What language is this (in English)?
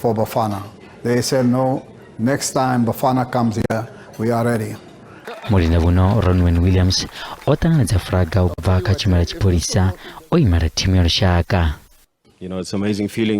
Venda